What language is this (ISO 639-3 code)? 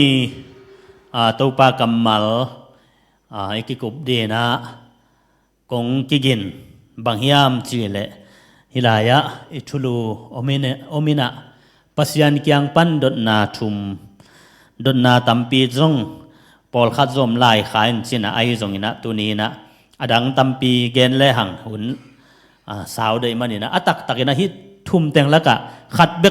ctd